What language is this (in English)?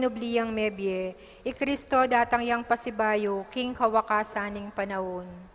Pampanga